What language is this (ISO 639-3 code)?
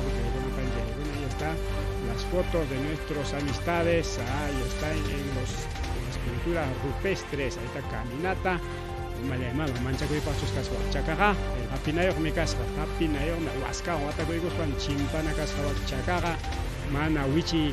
quy